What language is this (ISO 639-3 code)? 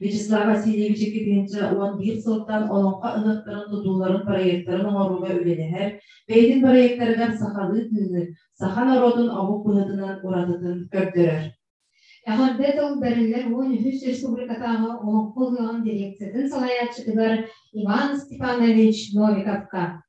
sah